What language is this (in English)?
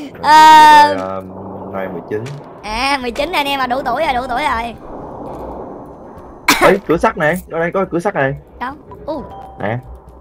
Vietnamese